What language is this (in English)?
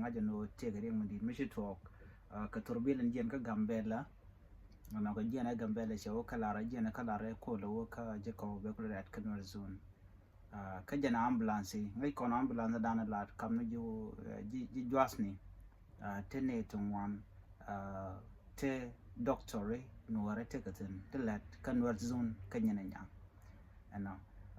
Nuer